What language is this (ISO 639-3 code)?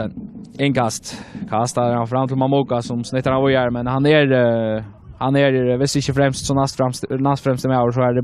fao